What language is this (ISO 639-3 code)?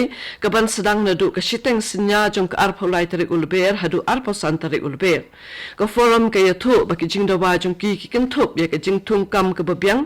kha